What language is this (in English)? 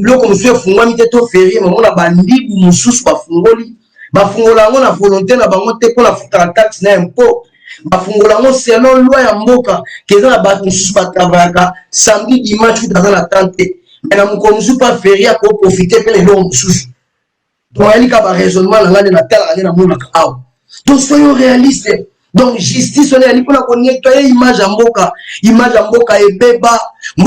Lingala